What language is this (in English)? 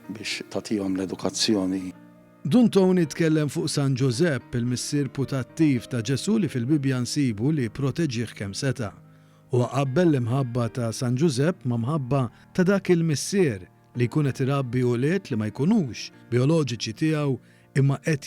Maltese